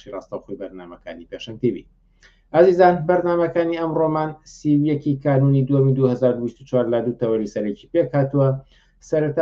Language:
Central Kurdish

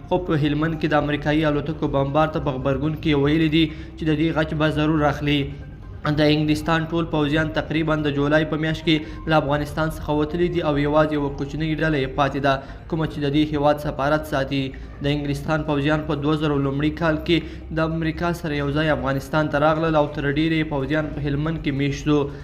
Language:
Pashto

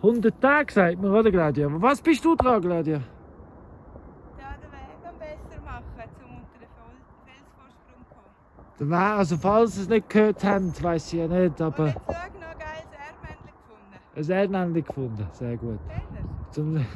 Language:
Swiss German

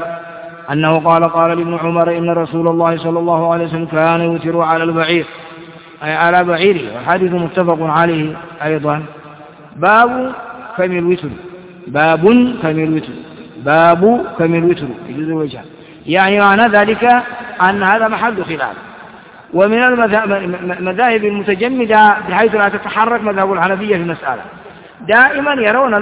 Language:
Arabic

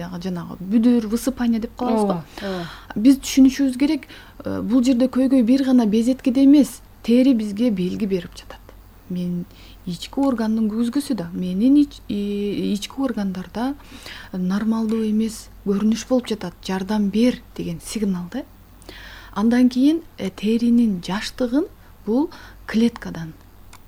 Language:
Kyrgyz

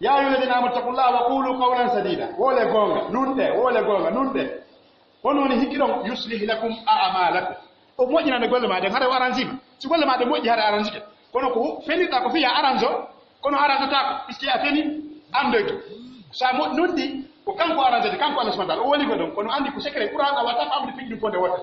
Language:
Pular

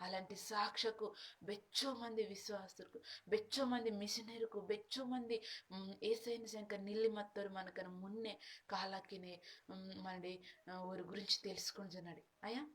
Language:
Koya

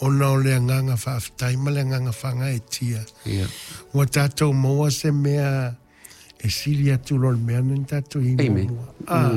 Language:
Samoan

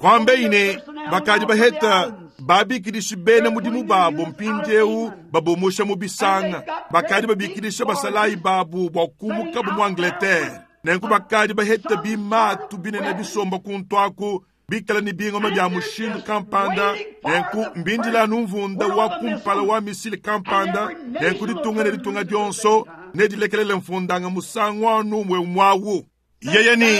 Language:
Luba-Lulua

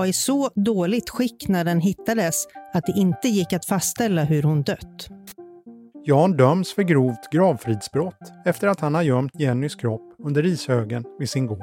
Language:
Swedish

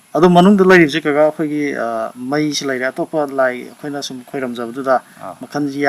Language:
Manipuri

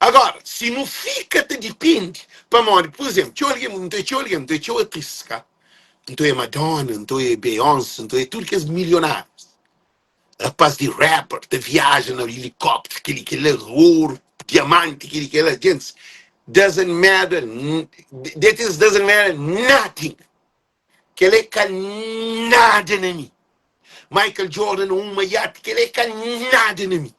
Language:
Kabuverdianu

